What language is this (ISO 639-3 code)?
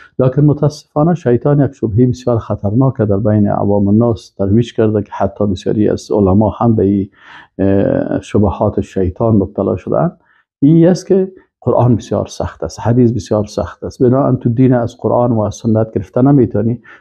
fas